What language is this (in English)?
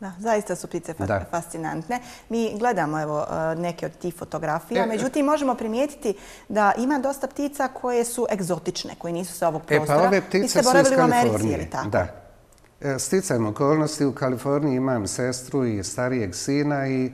Bosnian